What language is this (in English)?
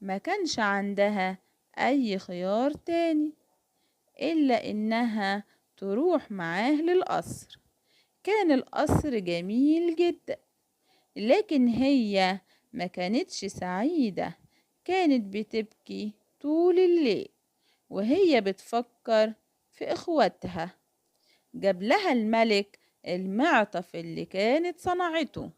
Egyptian Arabic